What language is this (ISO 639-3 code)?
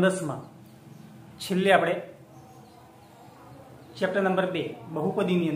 guj